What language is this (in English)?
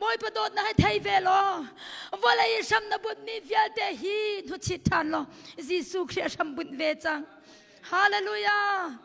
Hakha Chin